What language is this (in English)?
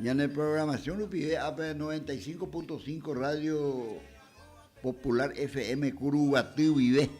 Guarani